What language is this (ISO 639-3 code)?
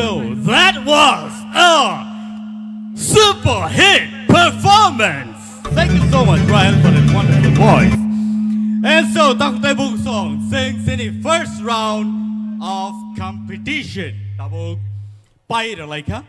trp